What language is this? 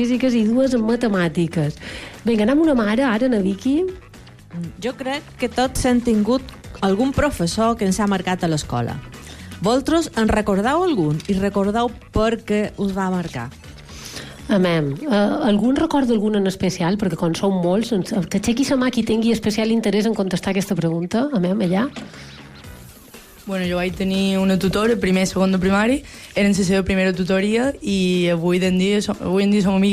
Catalan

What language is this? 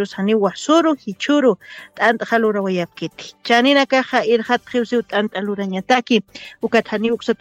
Aymara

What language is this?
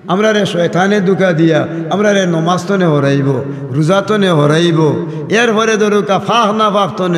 Sylheti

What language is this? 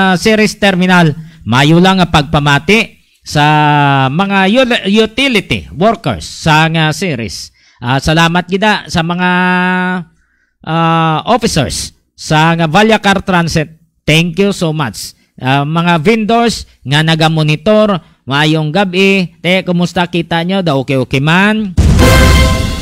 Hiligaynon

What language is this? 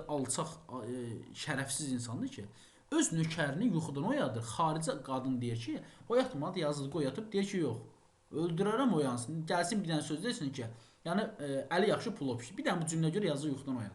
Azerbaijani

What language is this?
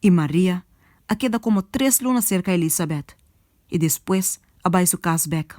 Papiamento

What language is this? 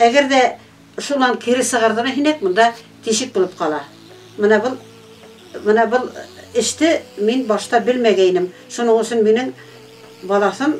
Bashkir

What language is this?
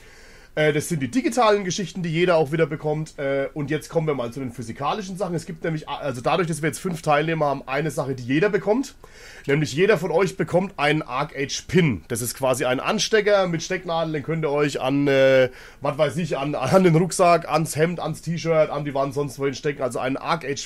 German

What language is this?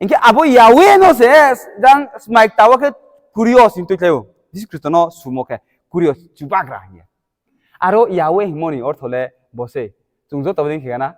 Riang (India)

